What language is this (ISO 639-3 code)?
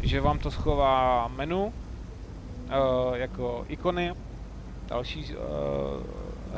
ces